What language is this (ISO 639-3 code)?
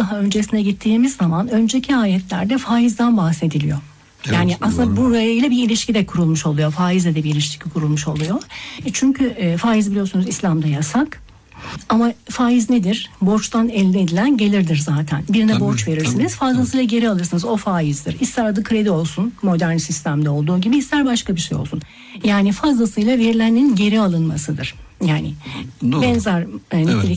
tur